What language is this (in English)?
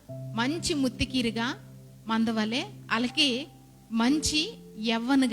Koya